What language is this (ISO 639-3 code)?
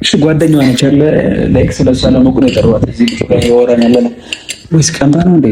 amh